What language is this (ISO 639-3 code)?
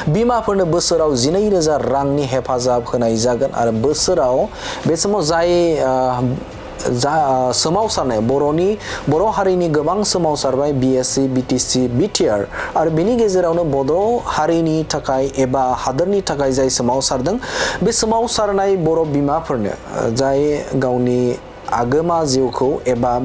brx